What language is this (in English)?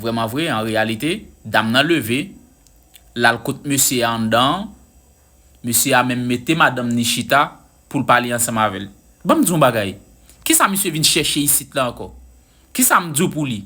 Haitian Creole